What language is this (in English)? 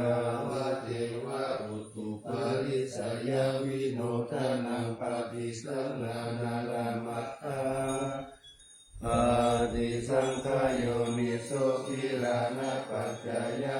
Pali